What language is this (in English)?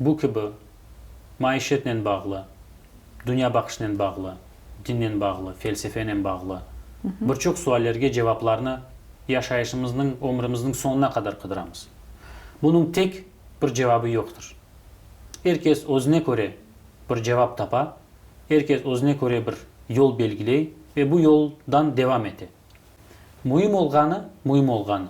Crimean Tatar